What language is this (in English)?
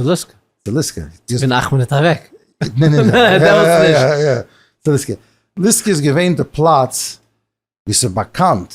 Yiddish